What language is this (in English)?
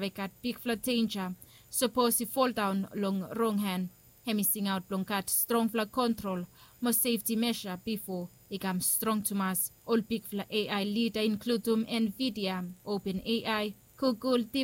Bislama